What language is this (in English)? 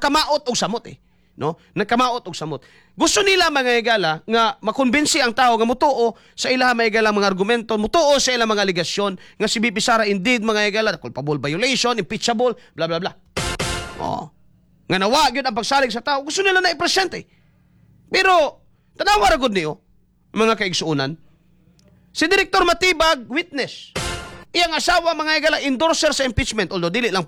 Cebuano